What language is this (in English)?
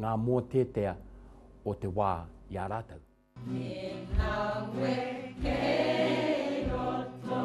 Māori